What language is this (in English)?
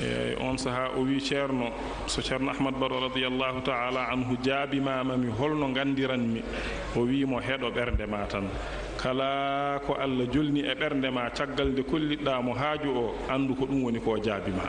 Fula